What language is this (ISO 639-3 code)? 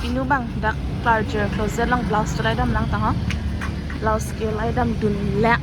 mjw